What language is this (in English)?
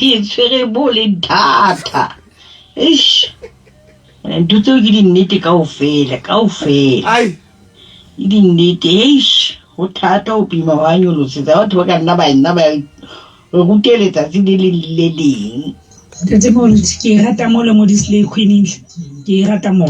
Southern Sotho